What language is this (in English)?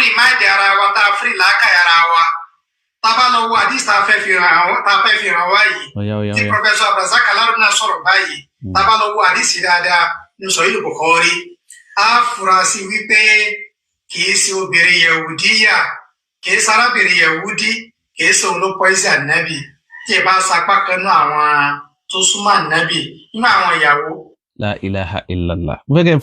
Yoruba